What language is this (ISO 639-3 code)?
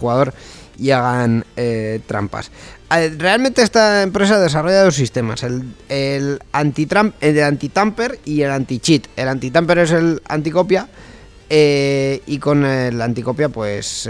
spa